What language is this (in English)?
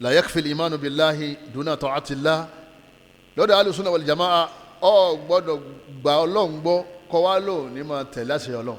Yoruba